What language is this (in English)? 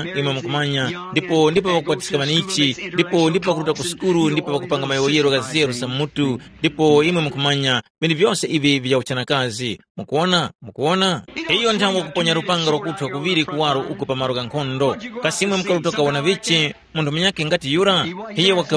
Tumbuka